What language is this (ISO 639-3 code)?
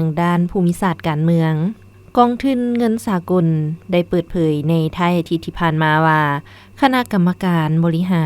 lao